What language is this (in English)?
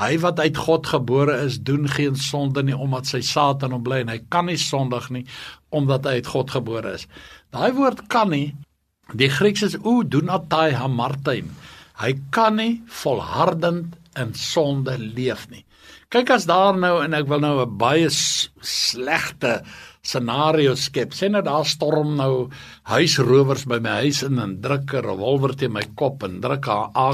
Afrikaans